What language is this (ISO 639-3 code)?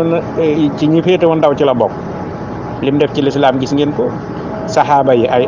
wol